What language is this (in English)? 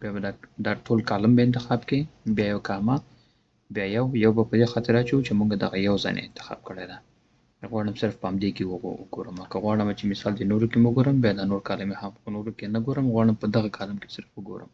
Pashto